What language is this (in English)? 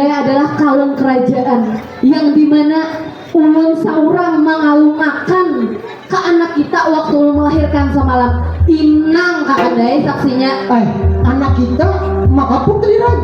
Banjar